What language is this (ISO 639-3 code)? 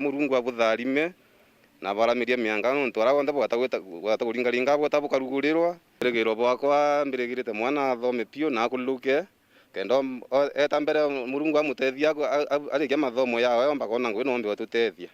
mer